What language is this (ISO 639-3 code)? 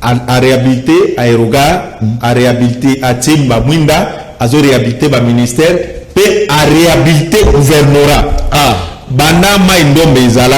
lin